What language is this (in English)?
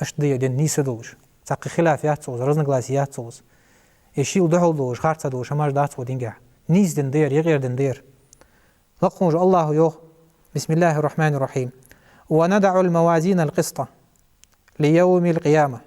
Ingush